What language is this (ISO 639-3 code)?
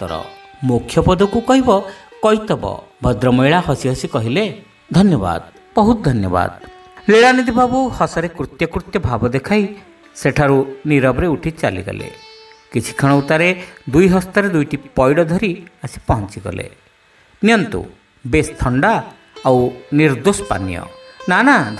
ori